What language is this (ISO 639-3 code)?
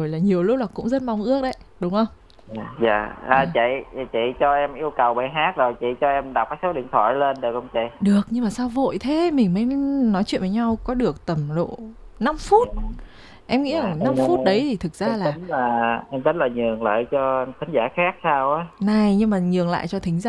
vie